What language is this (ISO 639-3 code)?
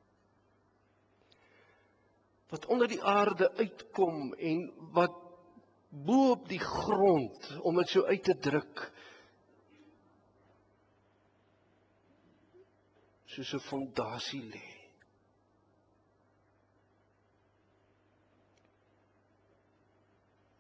afr